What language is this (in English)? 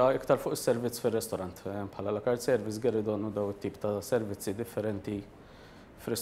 Maltese